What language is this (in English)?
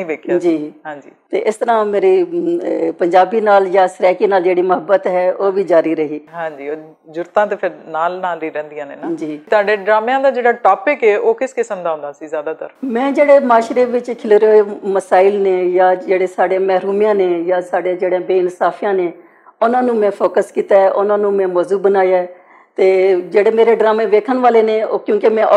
Western Panjabi